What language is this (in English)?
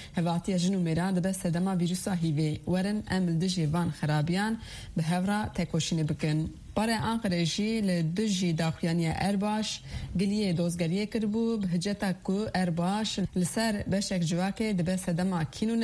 Kurdish